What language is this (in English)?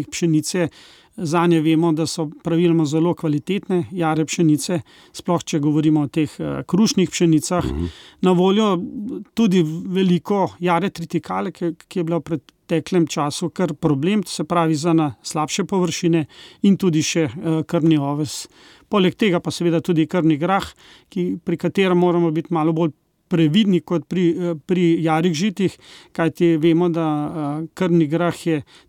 Slovenian